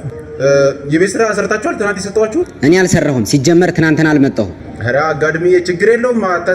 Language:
Amharic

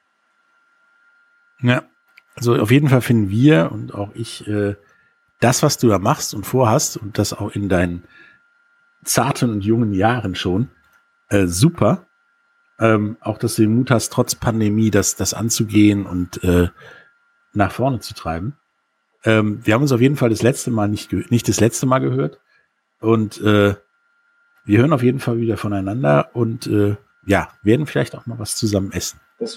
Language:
German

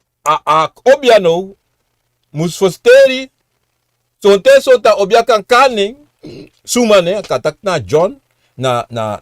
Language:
Sranan Tongo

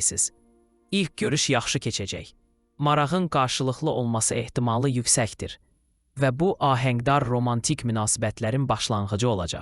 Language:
Azerbaijani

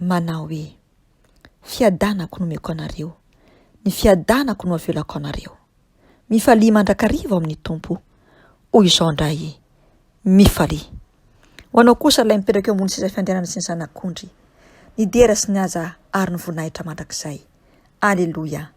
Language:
Malagasy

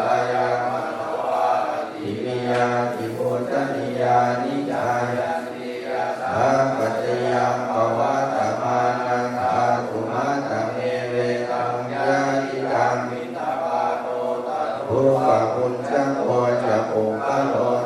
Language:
Pali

